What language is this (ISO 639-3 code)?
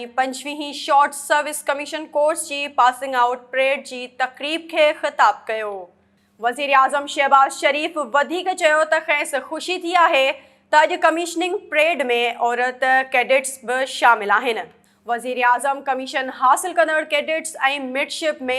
snd